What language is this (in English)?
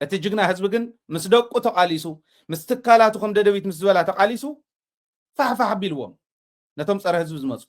Tigrinya